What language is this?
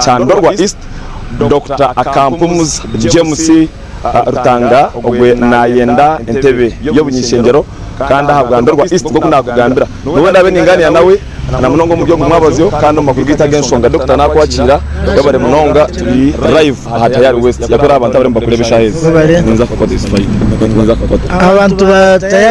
Nyankole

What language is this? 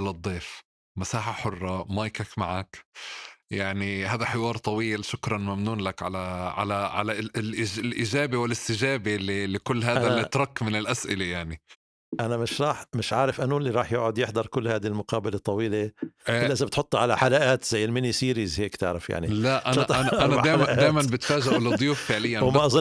North Levantine Arabic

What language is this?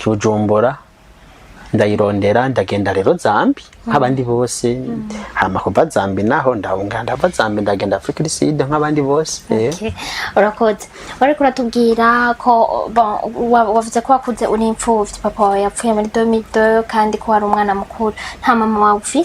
Rundi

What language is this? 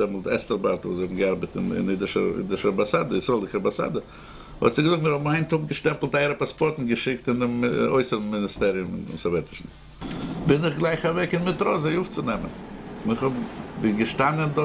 Yiddish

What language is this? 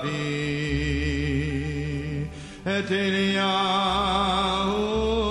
Hebrew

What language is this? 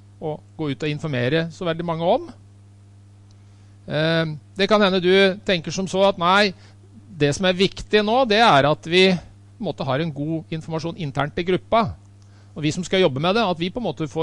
Norwegian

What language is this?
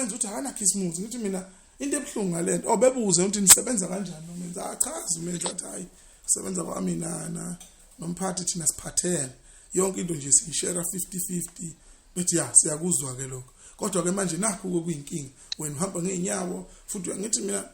Zulu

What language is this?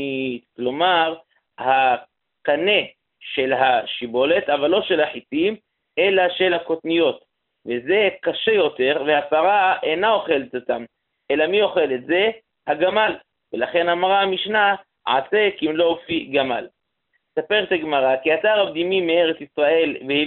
Hebrew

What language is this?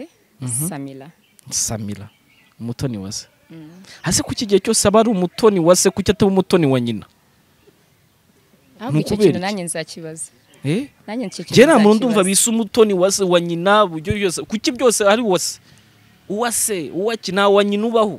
Kinyarwanda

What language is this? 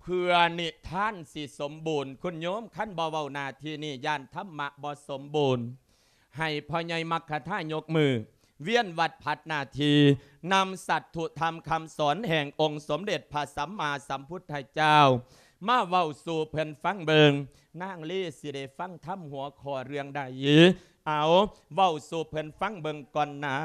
Lao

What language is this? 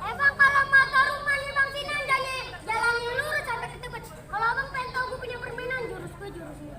Betawi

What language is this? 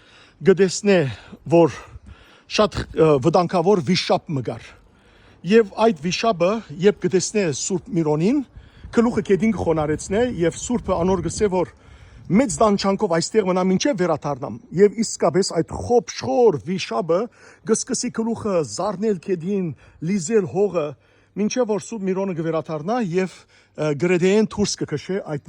Western Armenian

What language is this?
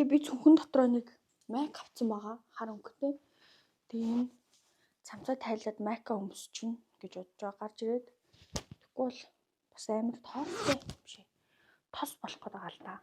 Mongolian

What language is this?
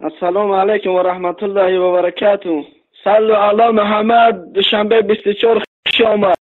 Tajik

